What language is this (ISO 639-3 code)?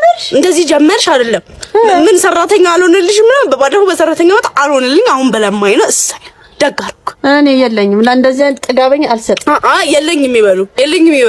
amh